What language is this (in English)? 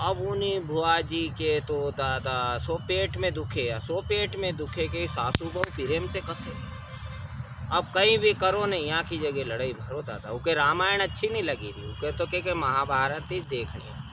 Rajasthani